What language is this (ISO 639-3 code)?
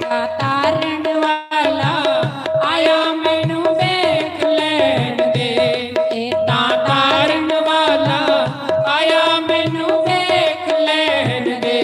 doi